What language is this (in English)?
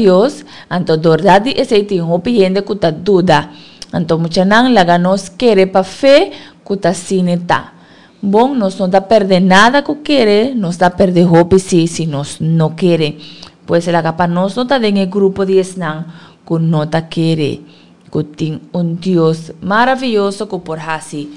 Papiamento